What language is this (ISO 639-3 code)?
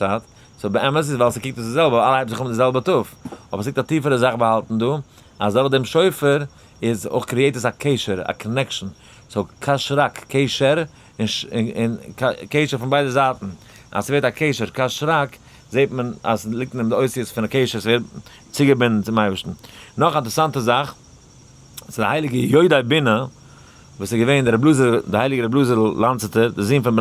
yid